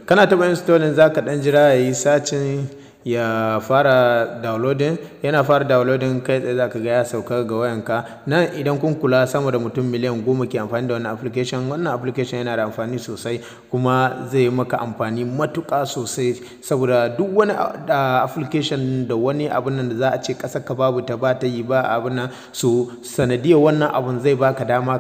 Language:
Hausa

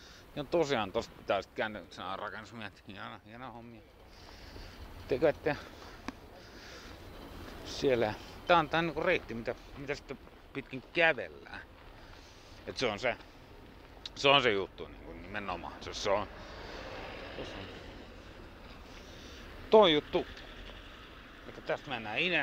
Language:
Finnish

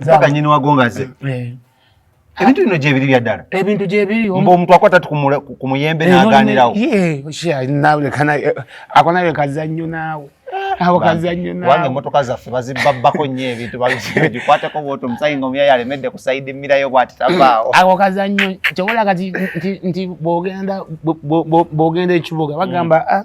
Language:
Ganda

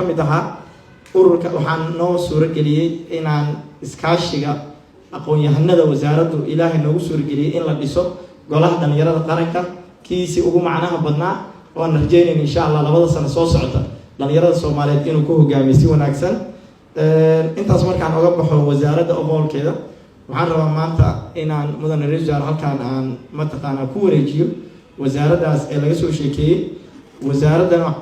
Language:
Somali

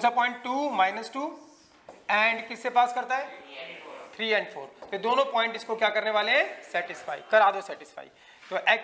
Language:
Hindi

